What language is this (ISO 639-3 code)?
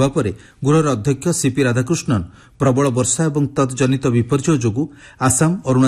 ori